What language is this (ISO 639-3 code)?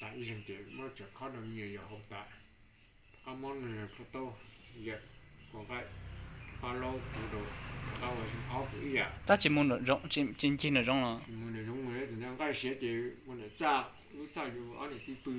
hmn